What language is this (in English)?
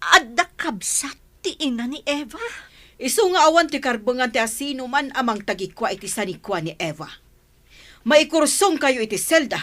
Iloko